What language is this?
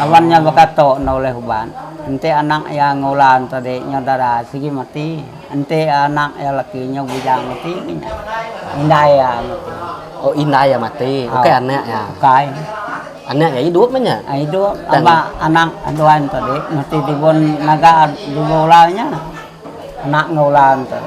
Iban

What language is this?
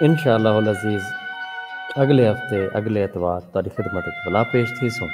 Saraiki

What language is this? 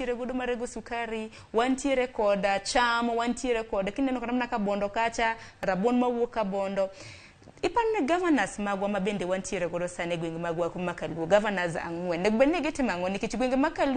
Luo (Kenya and Tanzania)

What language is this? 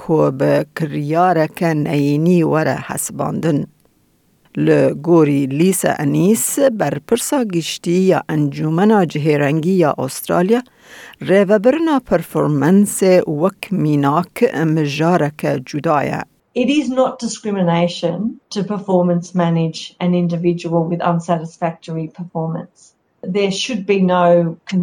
Kurdish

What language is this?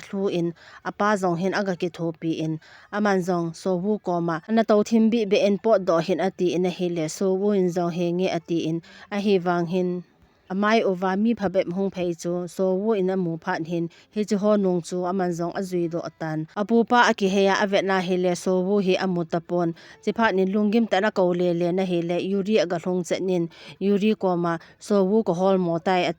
Thado Chin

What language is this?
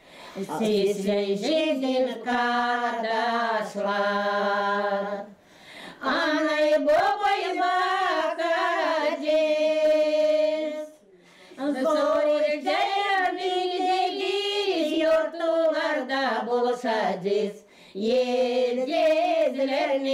Gagauz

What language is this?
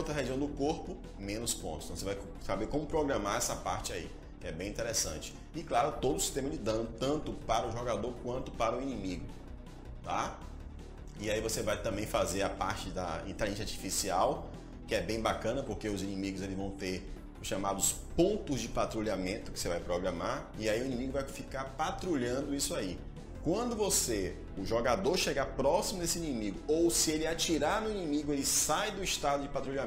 Portuguese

